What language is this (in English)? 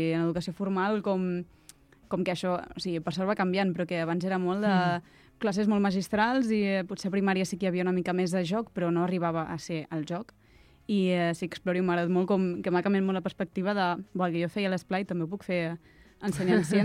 Catalan